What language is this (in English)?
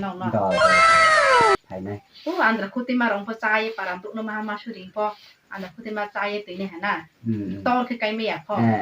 Riang (India)